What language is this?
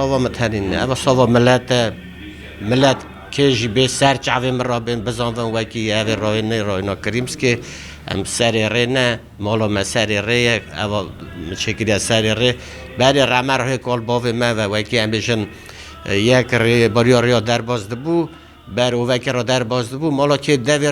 Kurdish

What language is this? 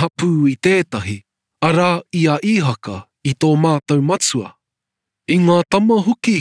Māori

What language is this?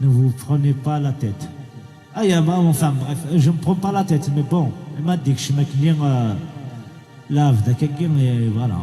Kabyle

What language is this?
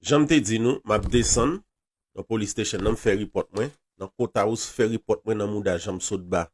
Haitian Creole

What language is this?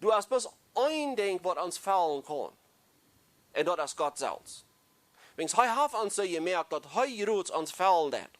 Plautdietsch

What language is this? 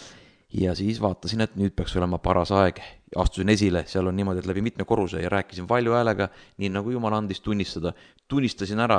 Estonian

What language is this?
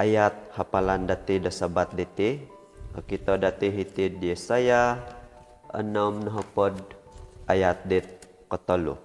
Central Dusun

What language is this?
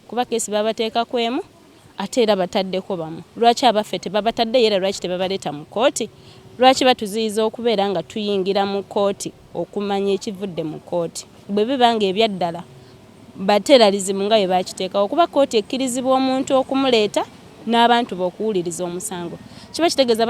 Ganda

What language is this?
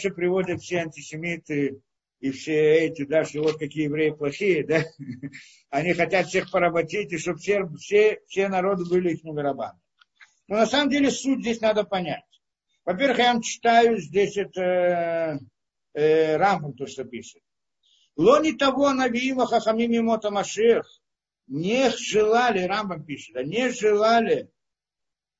Russian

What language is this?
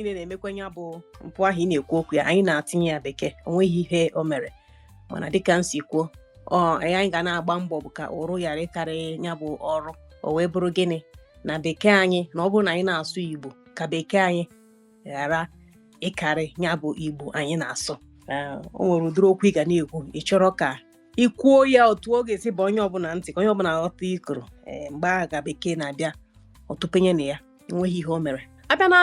Igbo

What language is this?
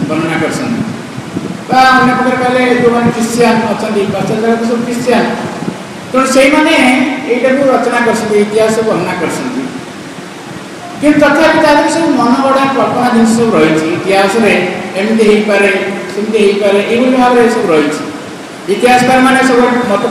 Odia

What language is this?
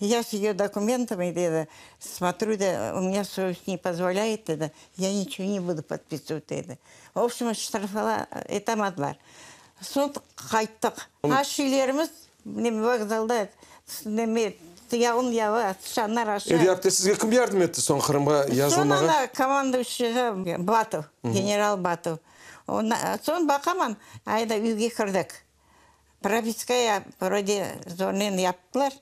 Crimean Tatar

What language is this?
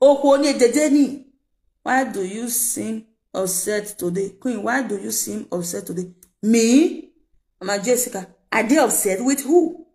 Nigerian Pidgin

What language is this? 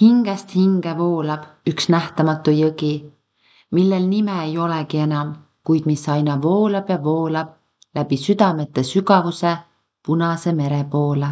Estonian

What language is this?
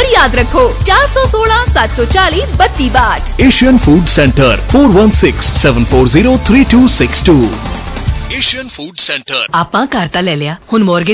Punjabi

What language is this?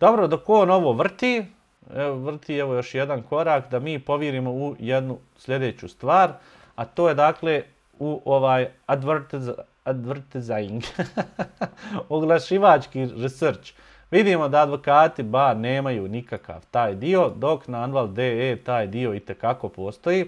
Bosnian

